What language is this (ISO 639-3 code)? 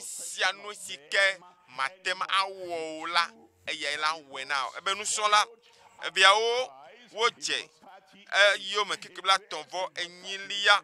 ewe